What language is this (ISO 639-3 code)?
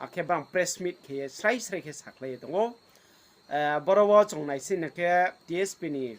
ria